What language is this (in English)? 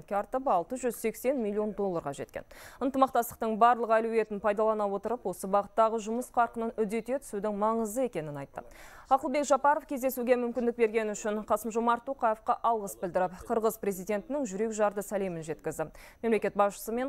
Kazakh